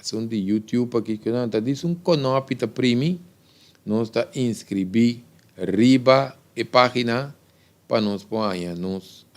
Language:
Papiamento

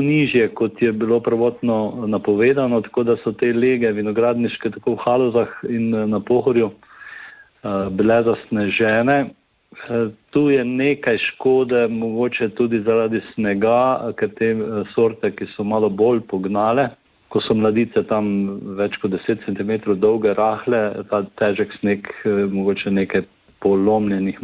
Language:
Slovenian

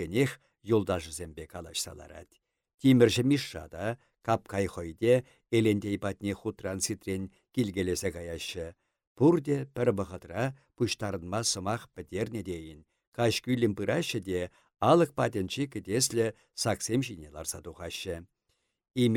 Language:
Chuvash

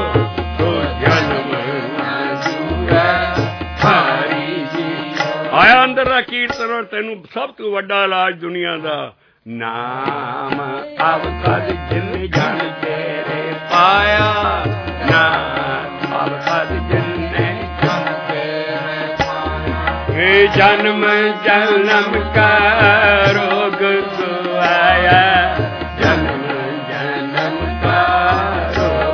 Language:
Punjabi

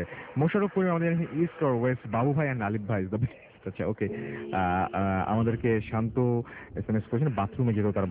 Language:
Bangla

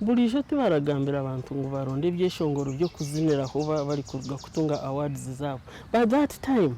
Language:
Nyankole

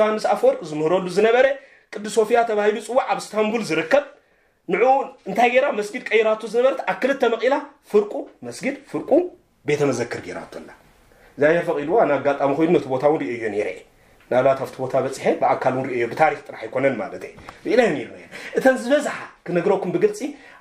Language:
Tigrinya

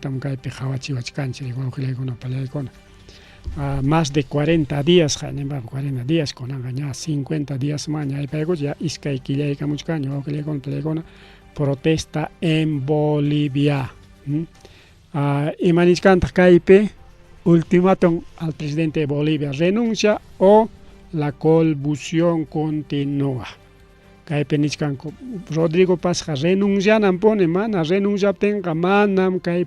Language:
Ayacucho Quechua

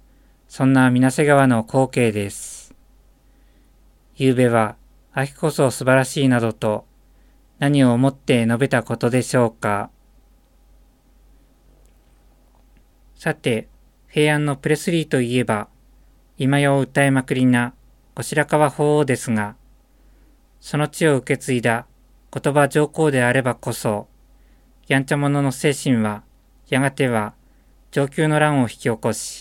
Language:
Japanese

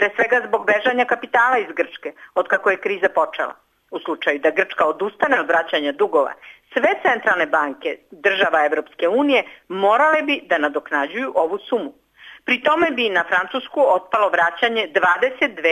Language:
Serbian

